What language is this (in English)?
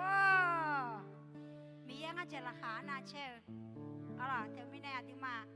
Akha